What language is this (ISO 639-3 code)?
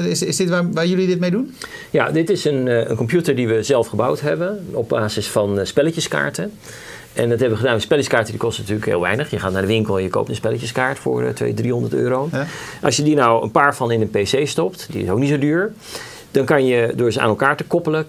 nld